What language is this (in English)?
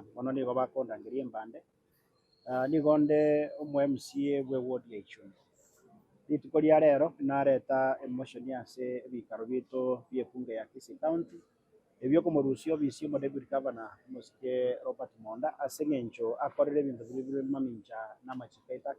Gusii